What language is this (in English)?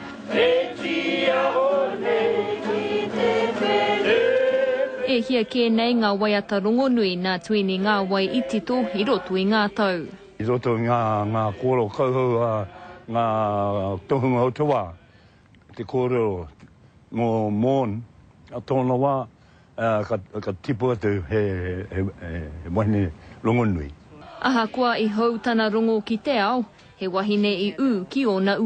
Māori